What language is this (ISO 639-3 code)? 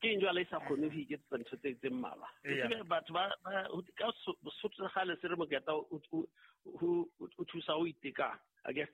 sot